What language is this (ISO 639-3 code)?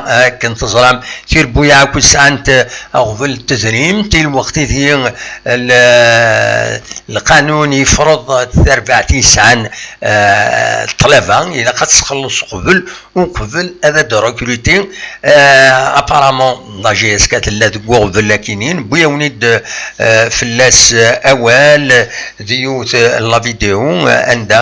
kab